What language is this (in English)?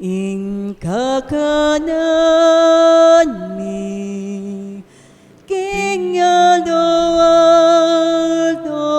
Pampanga